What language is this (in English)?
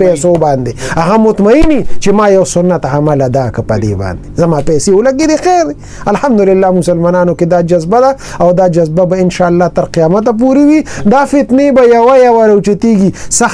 Pashto